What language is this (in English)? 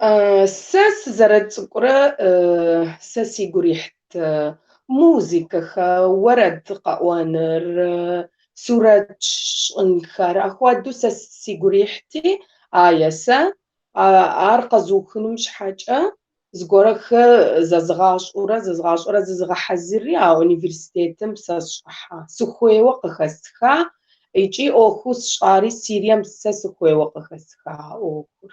Kabardian